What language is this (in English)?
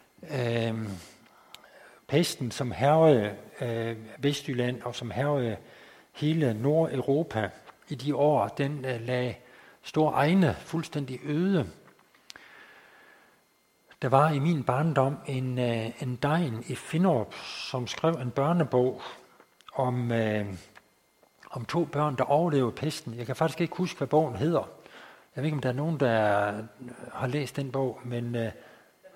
Danish